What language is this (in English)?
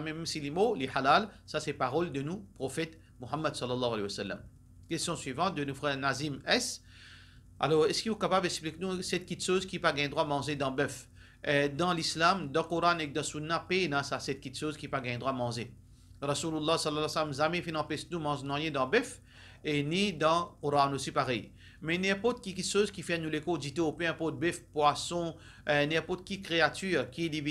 Morisyen